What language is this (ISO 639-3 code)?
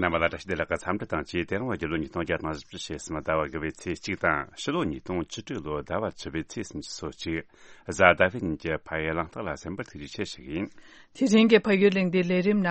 bod